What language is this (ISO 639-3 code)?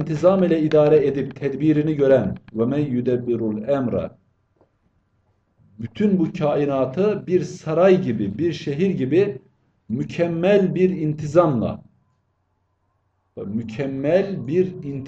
tur